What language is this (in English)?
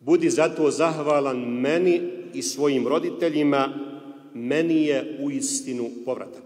Bosnian